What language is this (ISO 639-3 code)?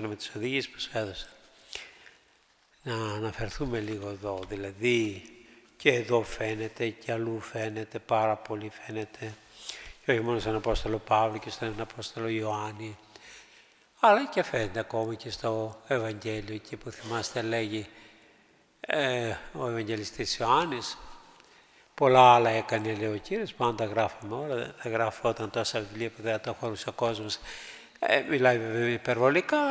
ell